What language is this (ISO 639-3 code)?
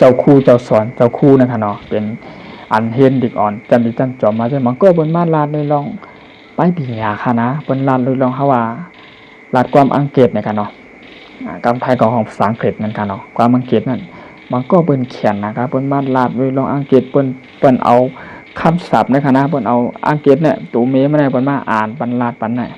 shn